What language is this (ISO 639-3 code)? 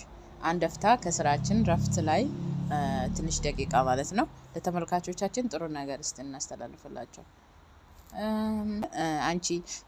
amh